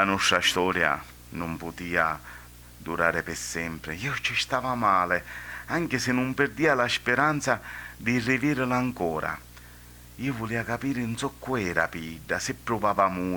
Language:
Sicilian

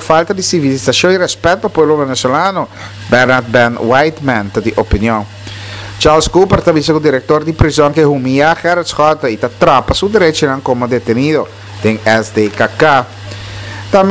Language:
Papiamento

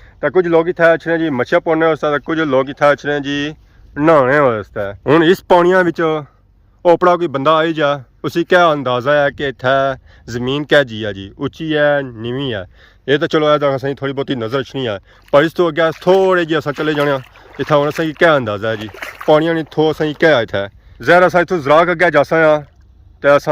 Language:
Pahari-Potwari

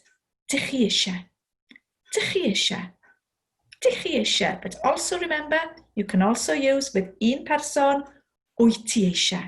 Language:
Welsh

